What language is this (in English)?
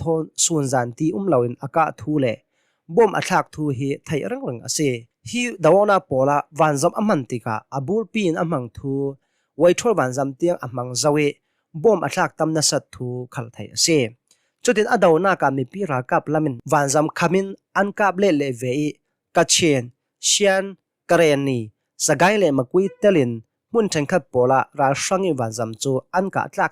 Hakha Chin